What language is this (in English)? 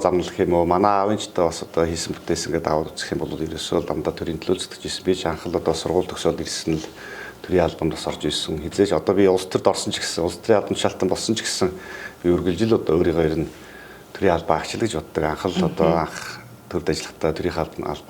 Mongolian